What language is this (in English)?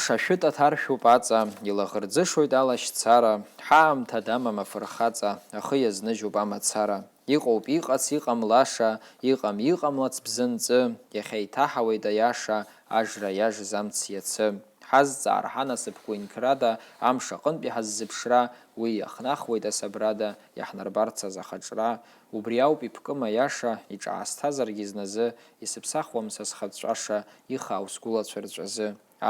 Abkhazian